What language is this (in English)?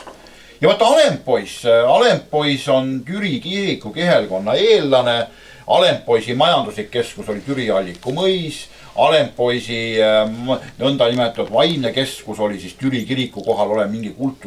Estonian